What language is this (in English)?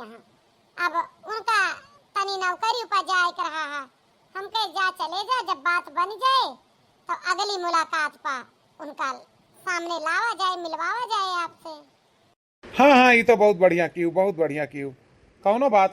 Awadhi